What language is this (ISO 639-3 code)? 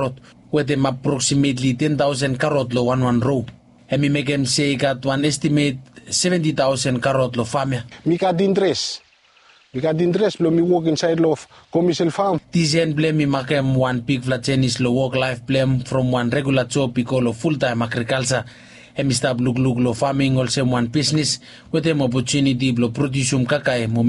bis